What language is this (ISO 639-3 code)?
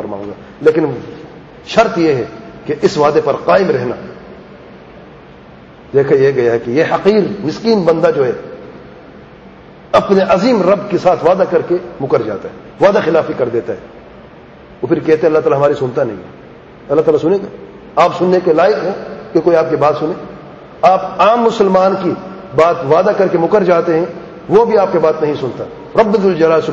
urd